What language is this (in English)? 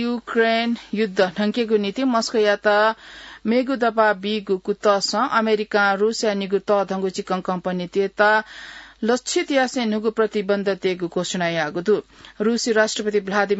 Newari